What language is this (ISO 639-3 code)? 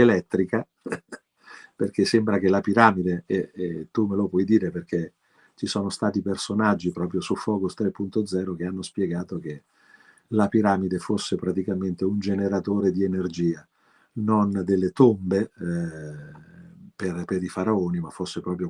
ita